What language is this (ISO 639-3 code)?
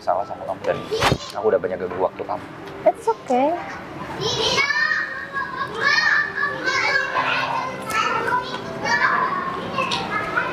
ind